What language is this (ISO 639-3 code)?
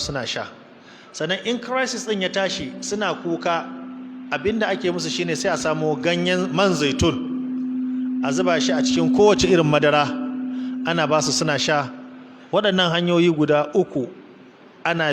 hau